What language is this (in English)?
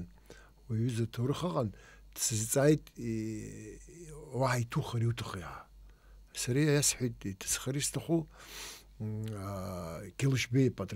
Abkhazian